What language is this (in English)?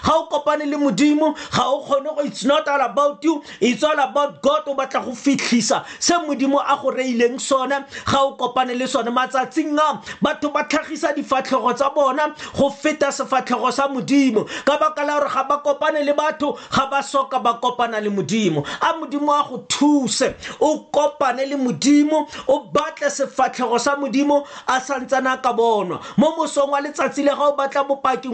Tswana